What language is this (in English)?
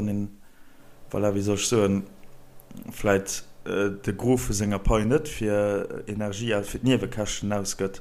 Luxembourgish